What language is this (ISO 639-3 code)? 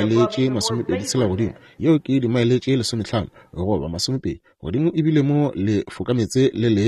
nso